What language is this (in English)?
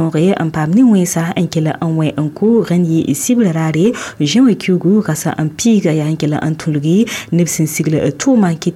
Mossi